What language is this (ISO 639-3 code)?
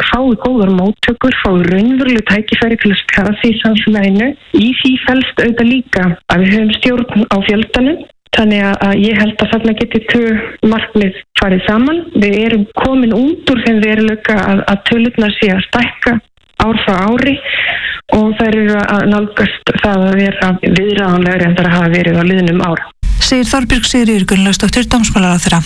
isl